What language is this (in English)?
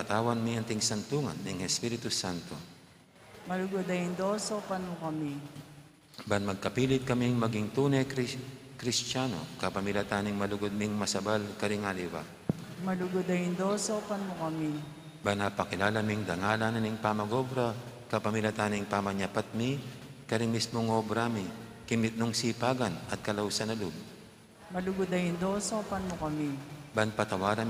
Pampanga